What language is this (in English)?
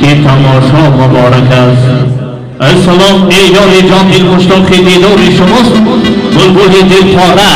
Tajik